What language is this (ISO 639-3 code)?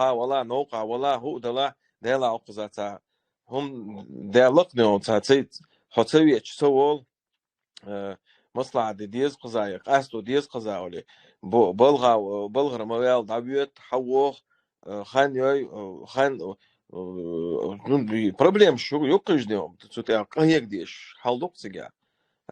che